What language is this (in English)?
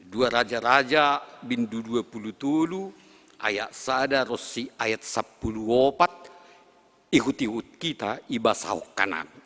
Batak Simalungun